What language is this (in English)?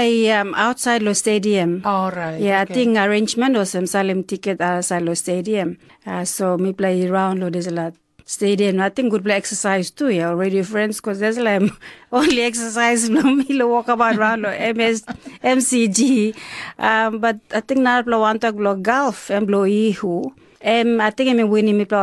Tok Pisin